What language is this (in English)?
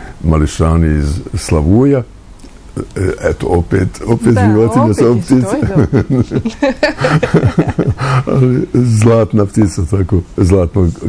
Bosnian